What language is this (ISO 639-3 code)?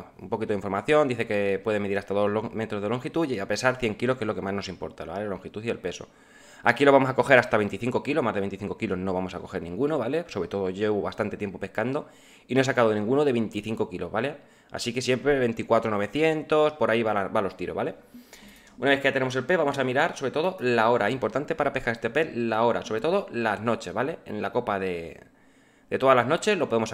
spa